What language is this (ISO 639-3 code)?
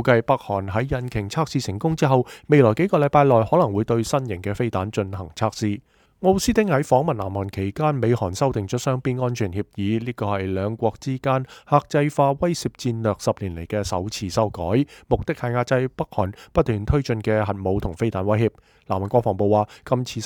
yue